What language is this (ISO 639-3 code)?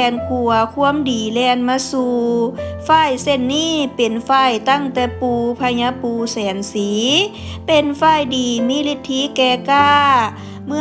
lao